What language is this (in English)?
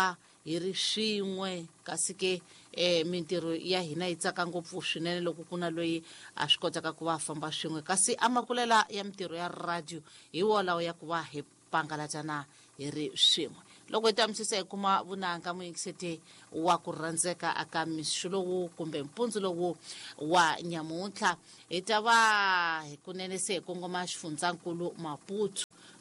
Tsonga